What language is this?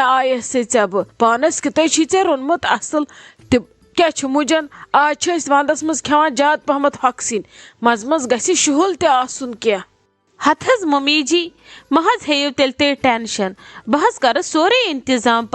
Kashmiri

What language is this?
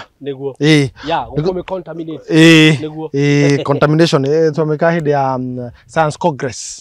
Kikuyu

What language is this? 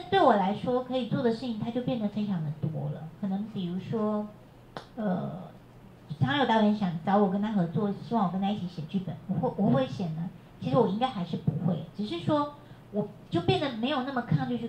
Chinese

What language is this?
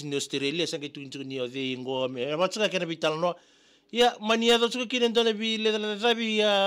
Fijian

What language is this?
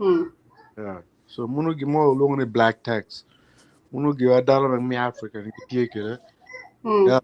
Acoli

